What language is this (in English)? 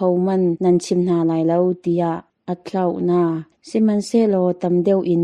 Hakha Chin